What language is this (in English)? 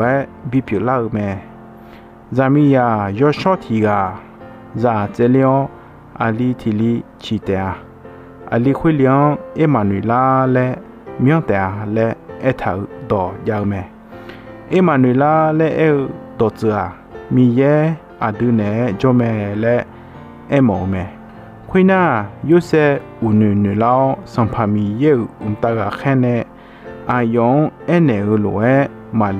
Akha